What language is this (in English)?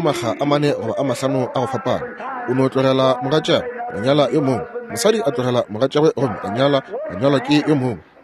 Northern Sotho